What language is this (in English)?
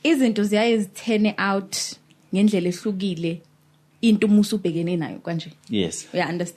Zulu